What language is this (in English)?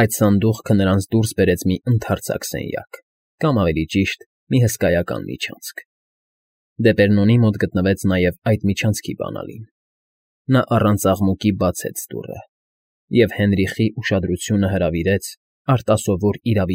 Armenian